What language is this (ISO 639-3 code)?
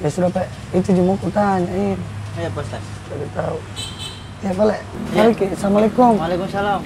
mfp